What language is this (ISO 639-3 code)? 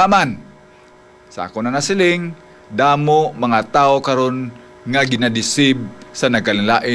hil